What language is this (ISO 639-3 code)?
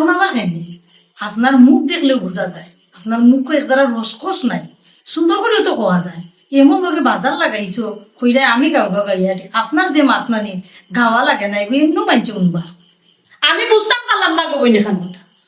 syl